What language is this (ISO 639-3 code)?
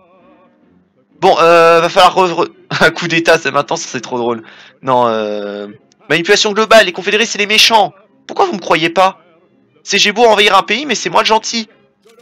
fra